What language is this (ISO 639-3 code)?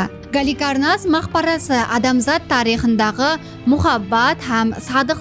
kaa